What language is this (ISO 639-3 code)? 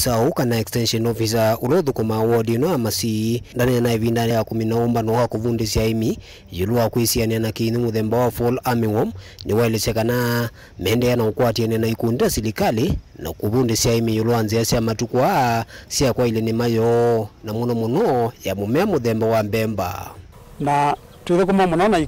kam